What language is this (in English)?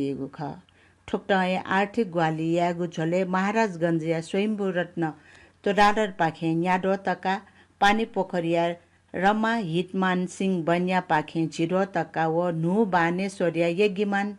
Newari